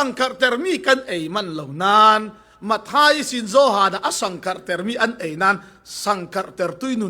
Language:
Falam Chin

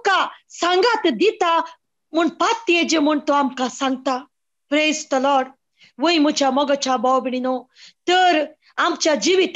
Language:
Konkani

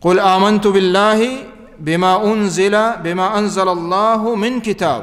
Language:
Baluchi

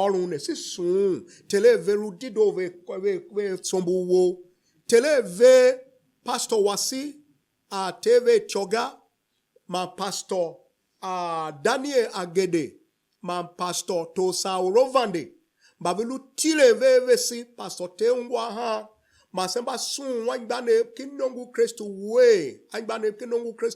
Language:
Tiv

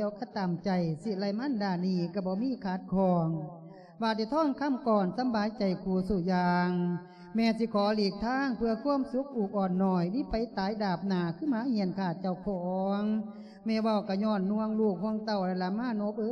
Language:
Lao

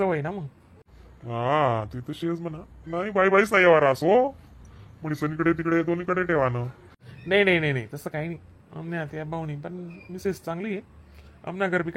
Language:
Khandesi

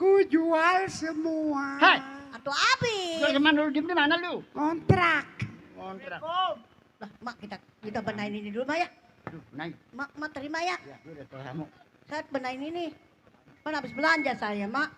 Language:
Betawi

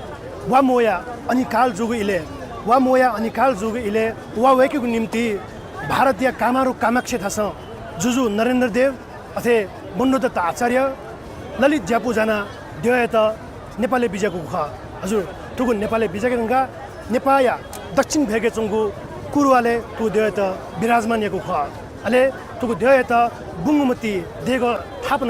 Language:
Newari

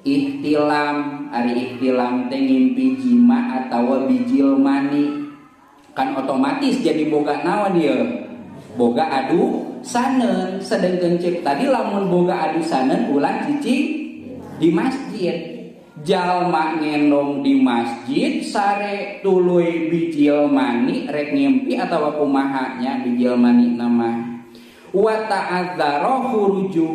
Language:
Sundanese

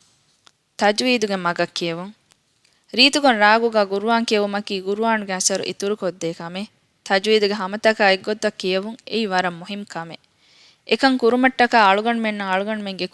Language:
Divehi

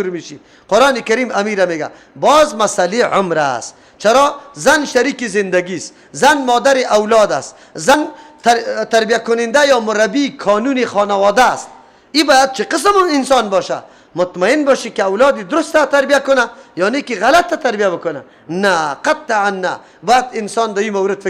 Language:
Persian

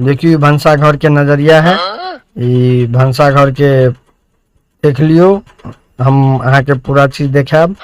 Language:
Maithili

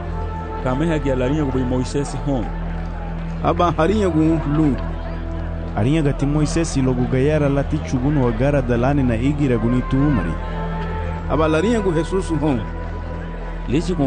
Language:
Garifuna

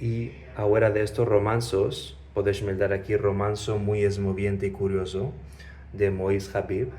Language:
Ladino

